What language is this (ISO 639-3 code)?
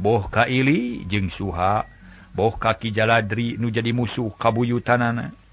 sun